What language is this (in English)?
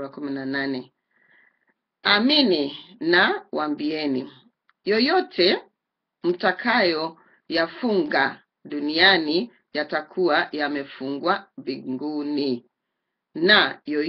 Swahili